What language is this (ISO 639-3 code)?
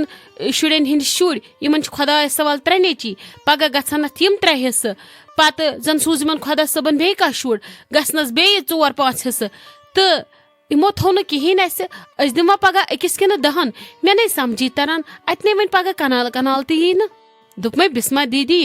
kas